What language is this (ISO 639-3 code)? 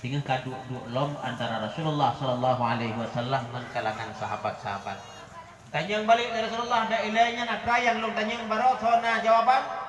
ace